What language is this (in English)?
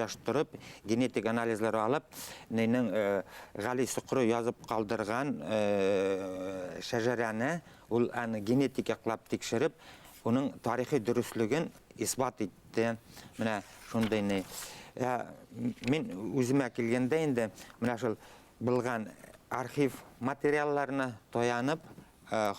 Bashkir